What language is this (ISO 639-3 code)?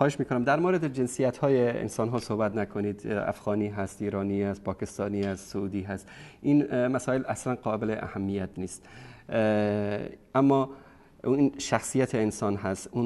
fas